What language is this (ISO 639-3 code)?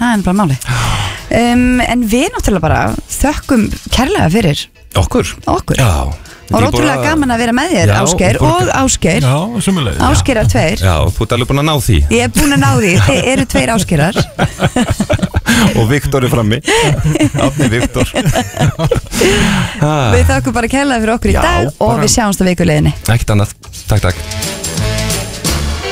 isl